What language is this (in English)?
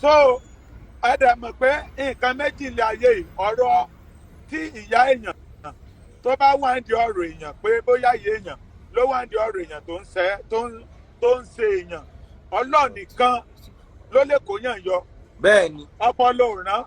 Yoruba